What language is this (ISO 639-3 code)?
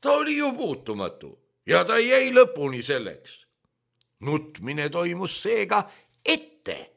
est